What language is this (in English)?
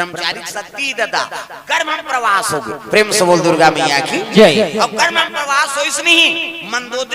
Chhattisgarhi